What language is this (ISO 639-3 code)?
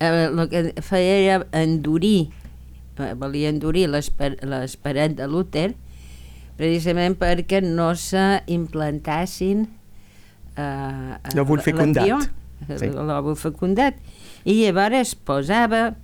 cat